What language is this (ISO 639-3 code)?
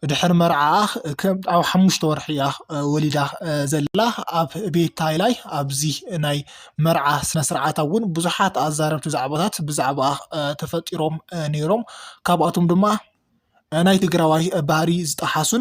tir